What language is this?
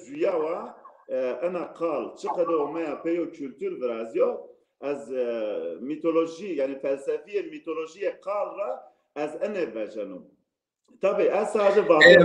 Zaza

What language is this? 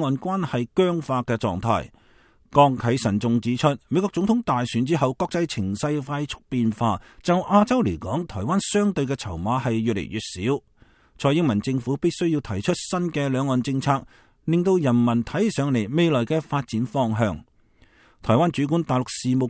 Cantonese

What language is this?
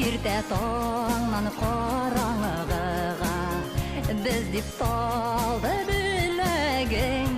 Bashkir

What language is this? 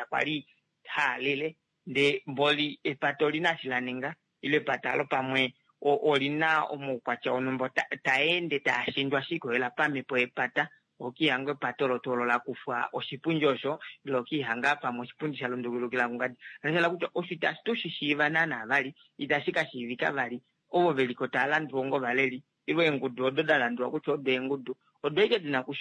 Kuanyama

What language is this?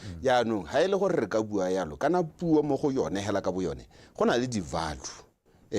Tswana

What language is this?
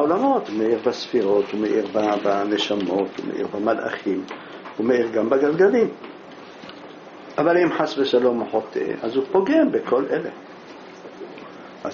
Hebrew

